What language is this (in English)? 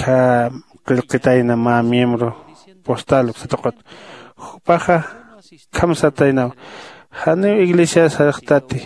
Aymara